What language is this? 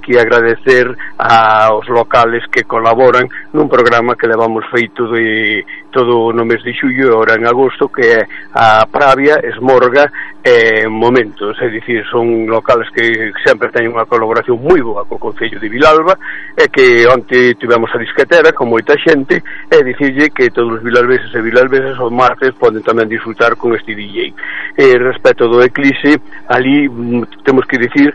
Galician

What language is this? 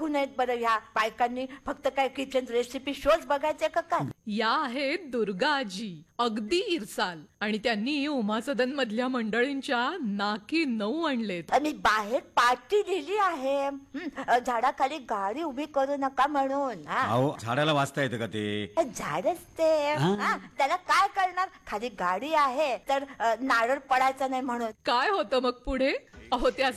Marathi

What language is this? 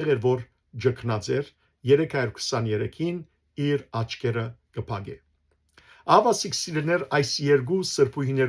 Western Armenian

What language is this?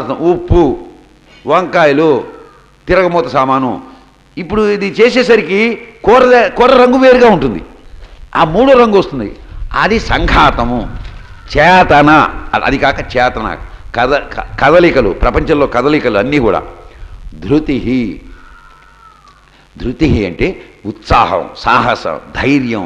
Telugu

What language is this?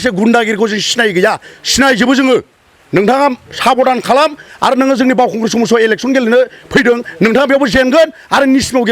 Bodo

